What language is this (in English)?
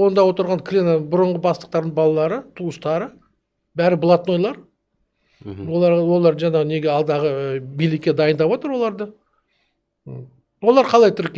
Kazakh